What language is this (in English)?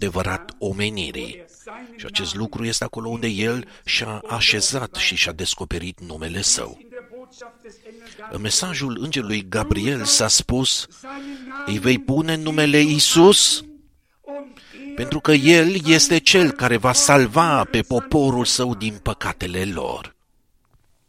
Romanian